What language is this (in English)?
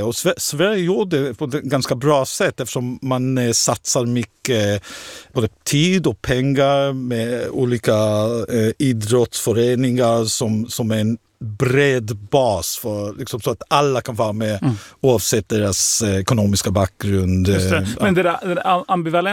Swedish